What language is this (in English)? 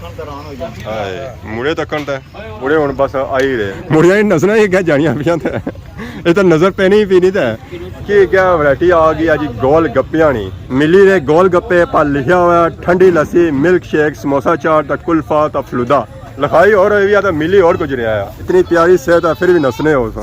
Pahari-Potwari